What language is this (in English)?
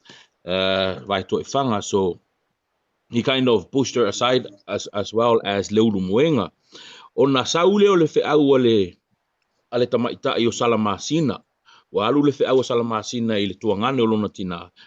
Samoan